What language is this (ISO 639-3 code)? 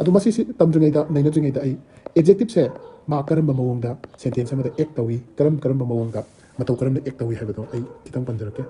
mni